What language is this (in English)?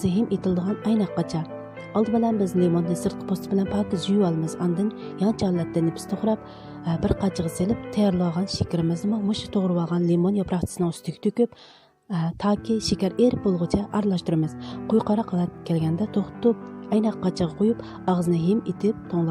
Uyghur